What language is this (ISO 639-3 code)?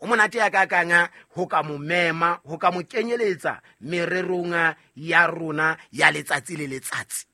sot